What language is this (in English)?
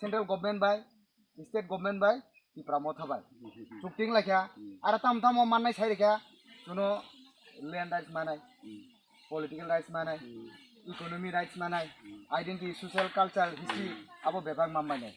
Kok Borok